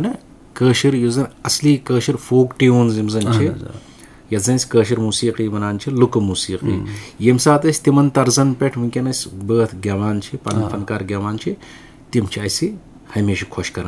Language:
Kashmiri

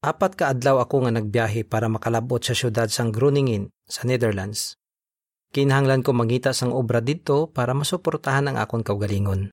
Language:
Hiligaynon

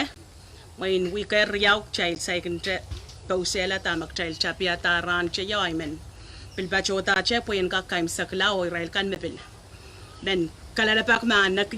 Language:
Pohnpeian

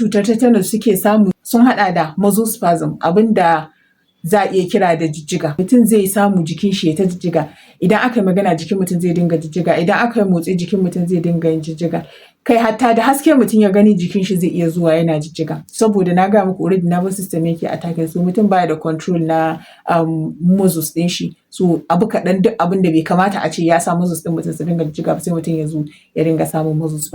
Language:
Hausa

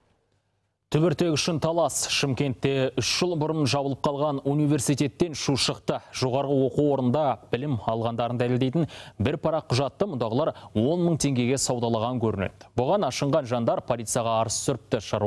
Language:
Kazakh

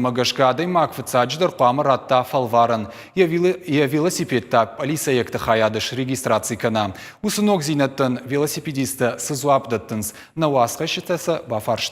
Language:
Ossetic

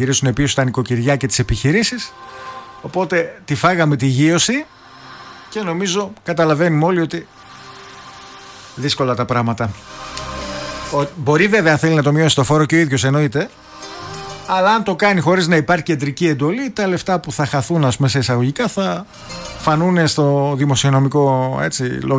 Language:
Greek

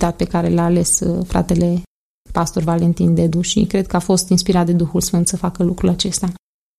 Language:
Romanian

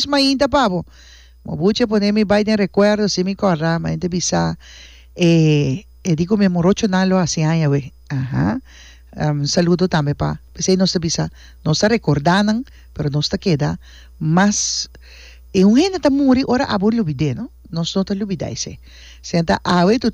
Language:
Papiamento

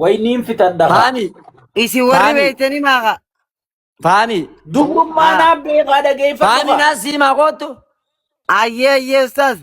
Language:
Oromo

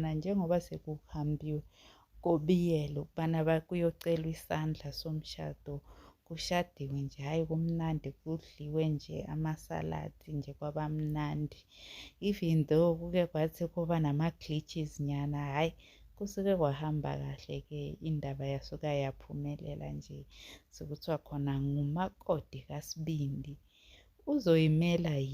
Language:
Zulu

